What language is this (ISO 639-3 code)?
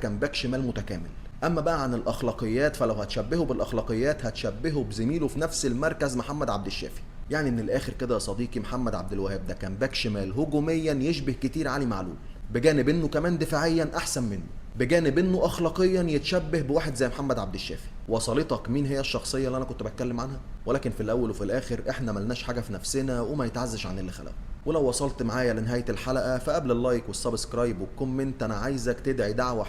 arz